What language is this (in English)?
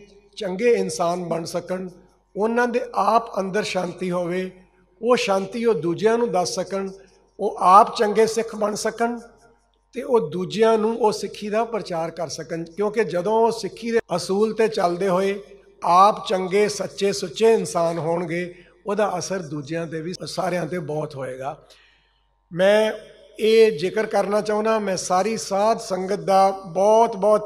Punjabi